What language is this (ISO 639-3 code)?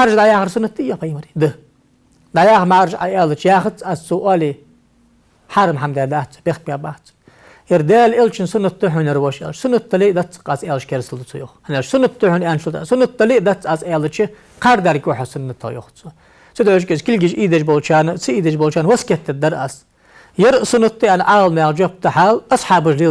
inh